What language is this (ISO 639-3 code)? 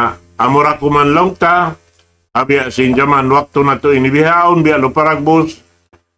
tsg